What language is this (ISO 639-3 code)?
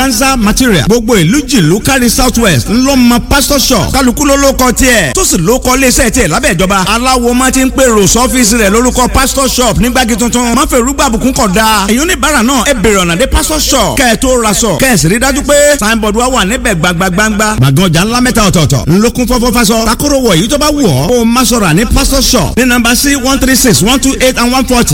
yor